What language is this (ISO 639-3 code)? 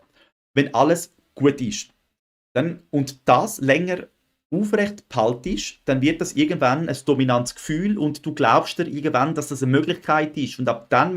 gsw